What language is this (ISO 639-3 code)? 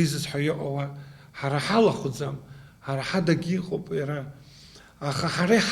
abk